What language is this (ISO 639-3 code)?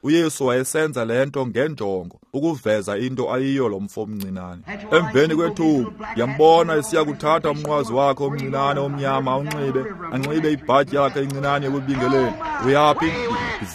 xho